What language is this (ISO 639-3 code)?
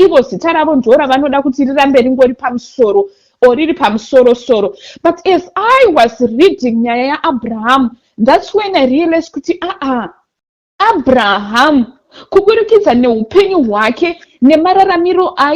sna